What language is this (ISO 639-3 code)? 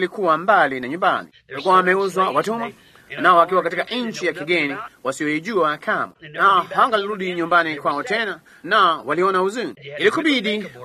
swa